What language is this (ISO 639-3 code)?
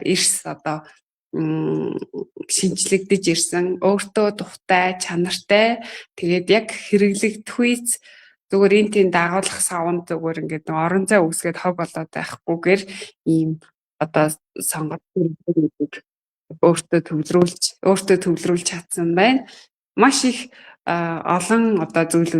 mon